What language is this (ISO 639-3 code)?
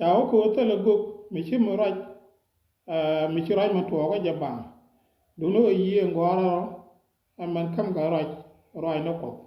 nus